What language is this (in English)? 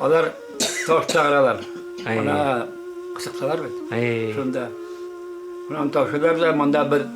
Bashkir